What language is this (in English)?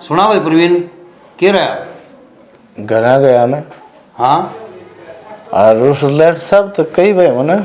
Haryanvi